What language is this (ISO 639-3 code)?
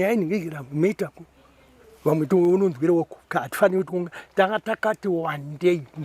sna